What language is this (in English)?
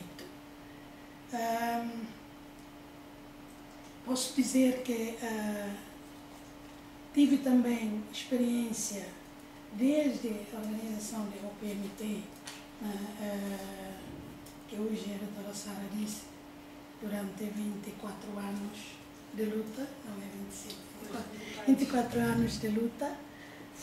Portuguese